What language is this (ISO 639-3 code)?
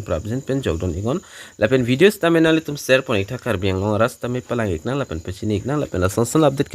mjw